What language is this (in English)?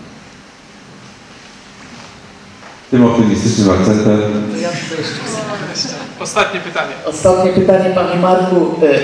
Polish